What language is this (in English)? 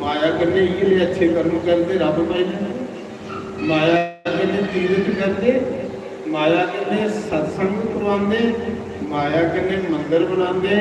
Dogri